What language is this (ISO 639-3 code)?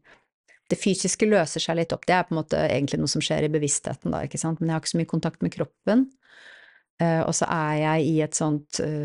nor